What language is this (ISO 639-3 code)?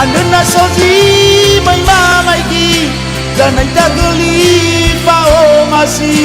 nia